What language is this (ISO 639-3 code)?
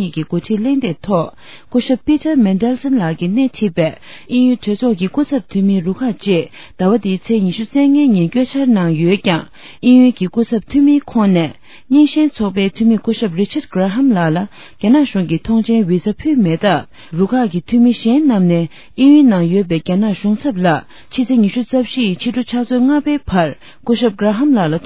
bod